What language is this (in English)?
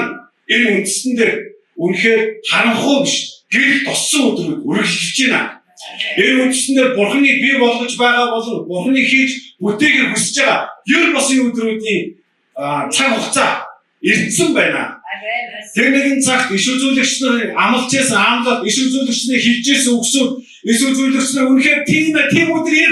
Mongolian